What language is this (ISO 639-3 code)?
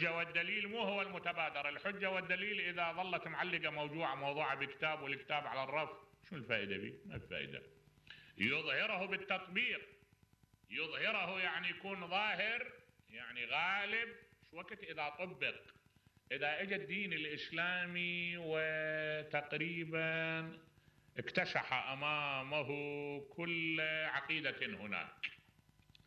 acm